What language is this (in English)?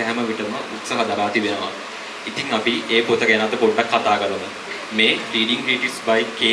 Sinhala